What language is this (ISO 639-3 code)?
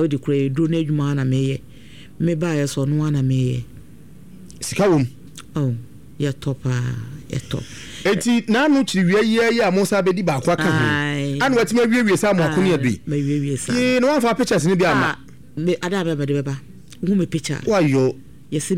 aka